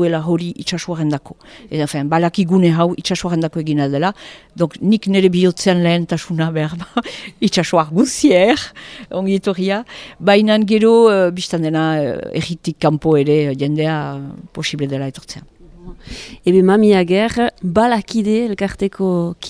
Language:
Basque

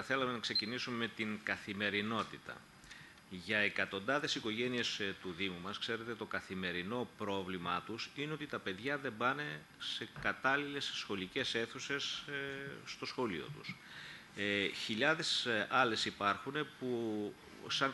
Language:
Greek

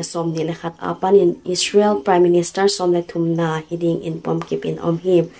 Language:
Paite Chin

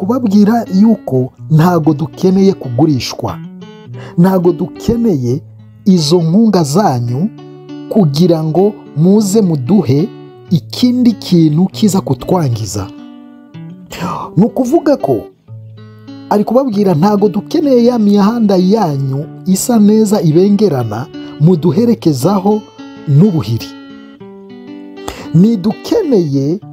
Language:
Kinyarwanda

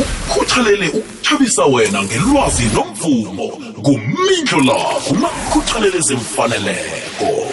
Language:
South Ndebele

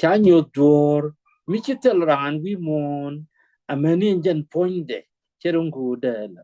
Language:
Nuer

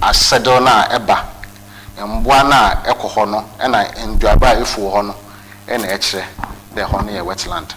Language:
Akan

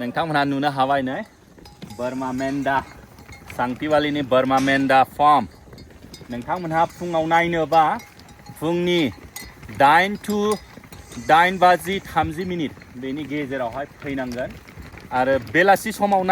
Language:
Bodo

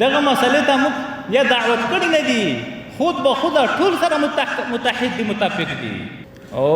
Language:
Pashto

